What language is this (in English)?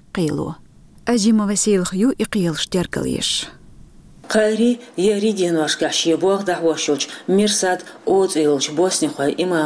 Chechen